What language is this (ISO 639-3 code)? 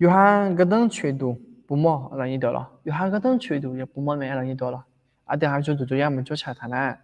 ahk